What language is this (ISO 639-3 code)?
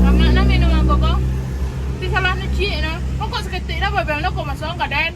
min